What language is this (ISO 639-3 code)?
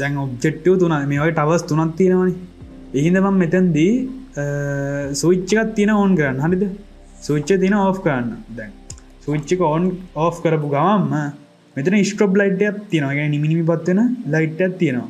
sin